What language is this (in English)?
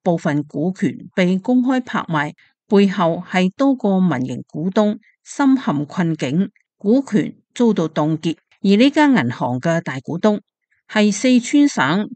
Cantonese